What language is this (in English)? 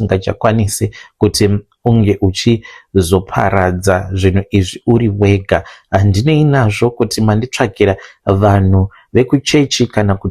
Shona